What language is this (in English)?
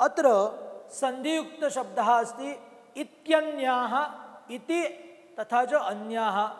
Sanskrit